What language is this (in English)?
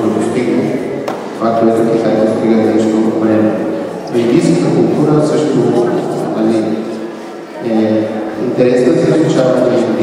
Bulgarian